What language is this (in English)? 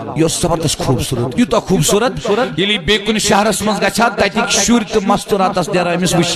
Kashmiri